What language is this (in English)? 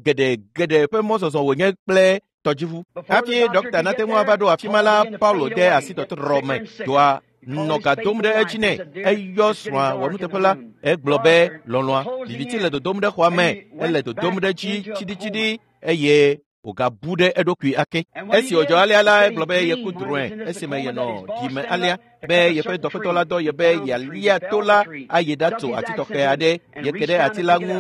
Ewe